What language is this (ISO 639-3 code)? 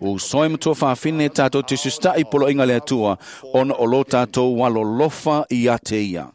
smo